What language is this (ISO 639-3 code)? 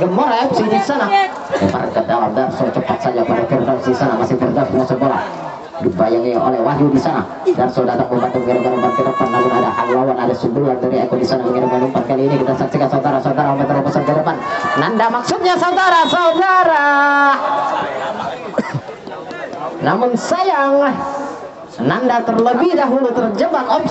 ind